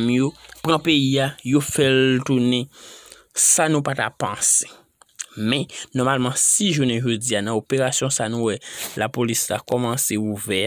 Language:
Haitian Creole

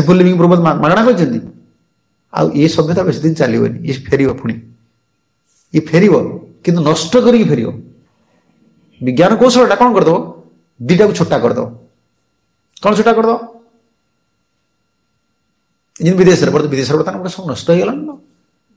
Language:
Odia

